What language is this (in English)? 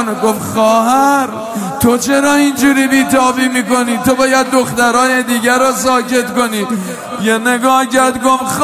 Persian